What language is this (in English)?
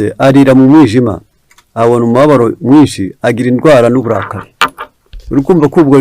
Kinyarwanda